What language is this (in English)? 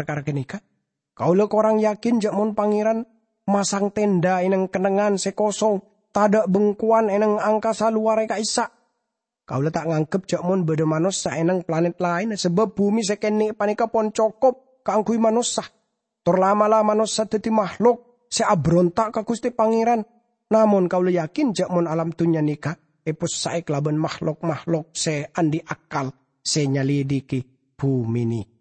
Madurese